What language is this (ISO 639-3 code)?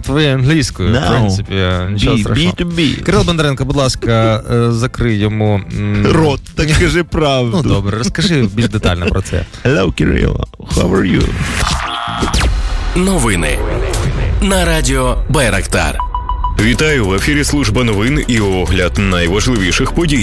ukr